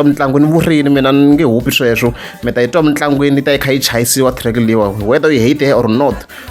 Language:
Tsonga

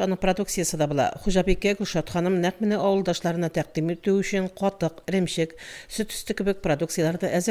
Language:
Tatar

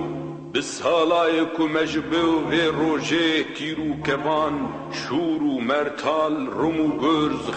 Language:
Kurdish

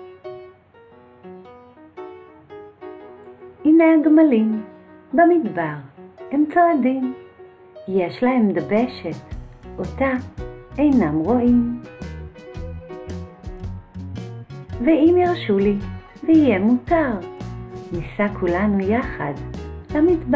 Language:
Hebrew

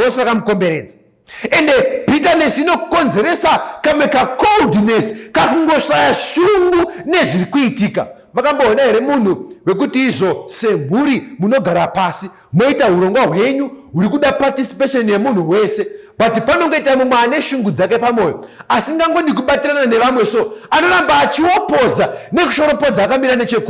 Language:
Shona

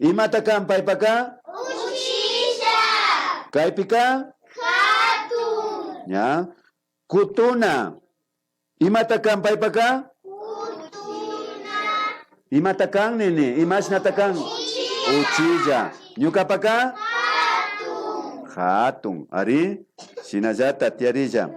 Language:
Imbabura Highland Quichua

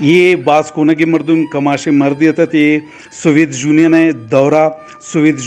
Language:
Eastern Balochi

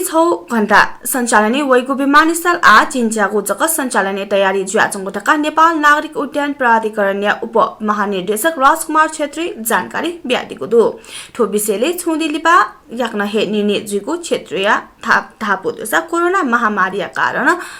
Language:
Newari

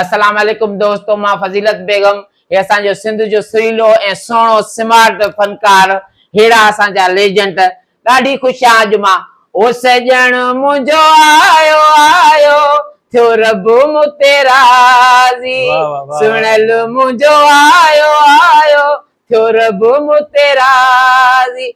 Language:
Sindhi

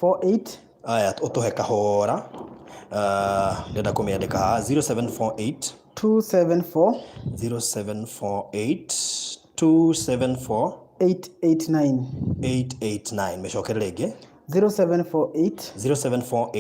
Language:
Kikuyu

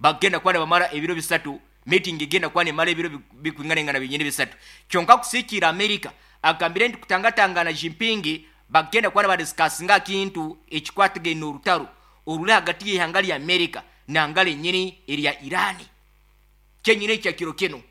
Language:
Nyankole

